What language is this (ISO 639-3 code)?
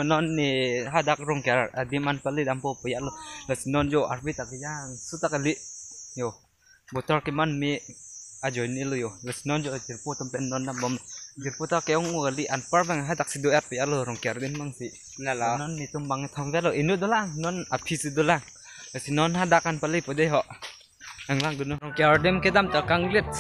mjw